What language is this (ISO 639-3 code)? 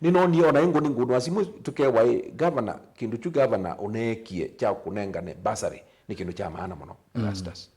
kam